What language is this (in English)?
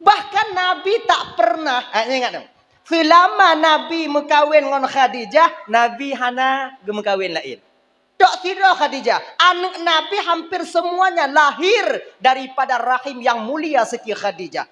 Achinese